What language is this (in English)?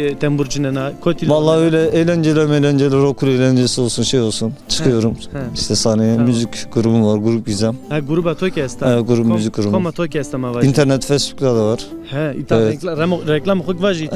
Zaza